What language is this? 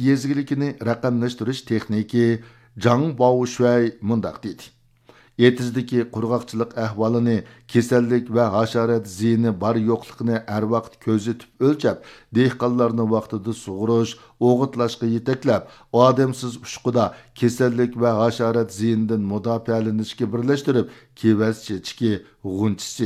Uyghur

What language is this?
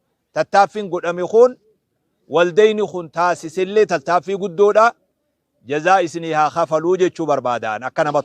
Oromo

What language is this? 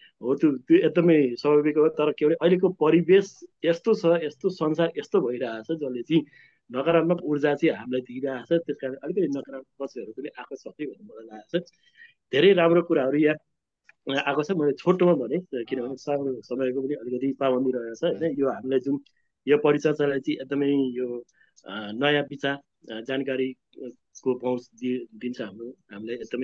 Nepali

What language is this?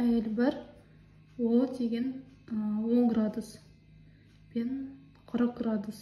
Kazakh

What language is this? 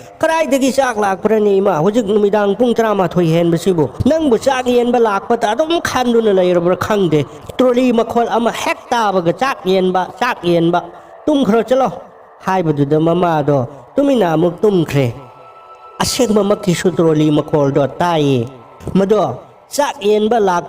Manipuri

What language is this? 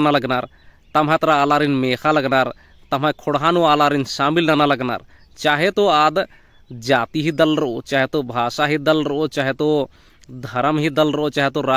Kurukh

